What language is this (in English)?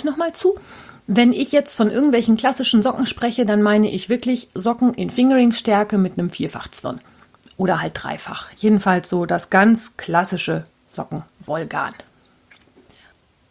German